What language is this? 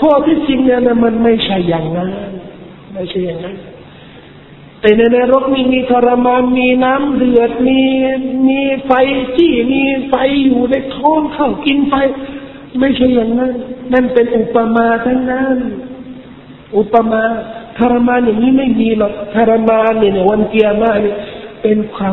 Thai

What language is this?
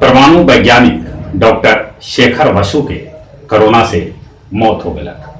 Magahi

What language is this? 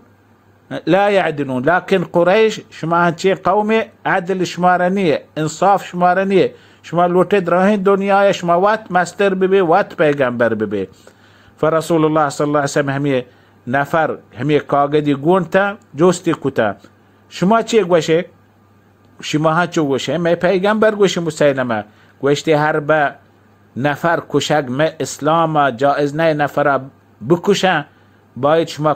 Baluchi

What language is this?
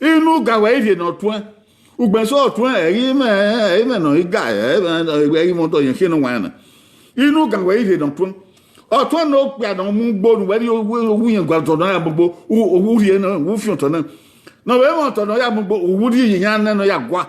Bini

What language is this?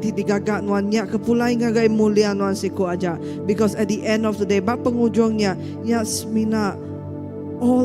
Iban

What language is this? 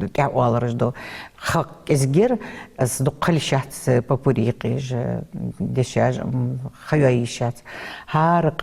Ingush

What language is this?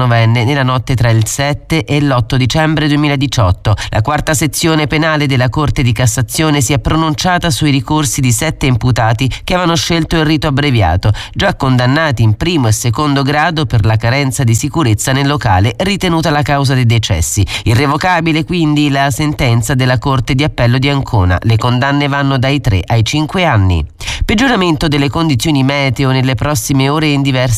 Italian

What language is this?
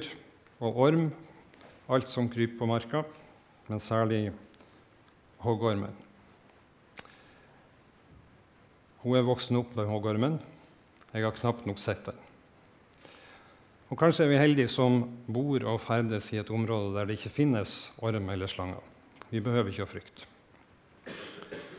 Norwegian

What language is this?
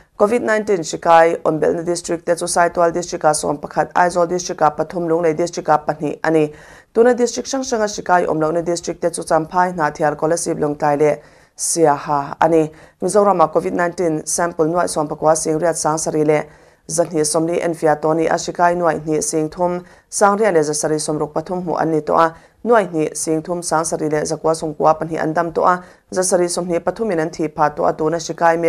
Mizo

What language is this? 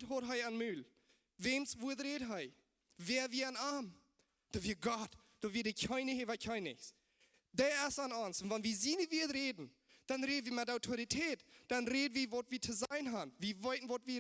Plautdietsch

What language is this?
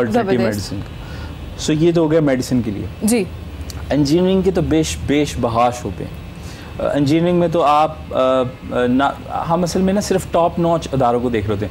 Urdu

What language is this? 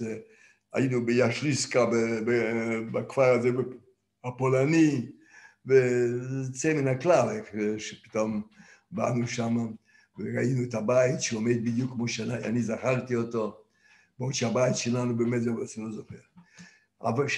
Hebrew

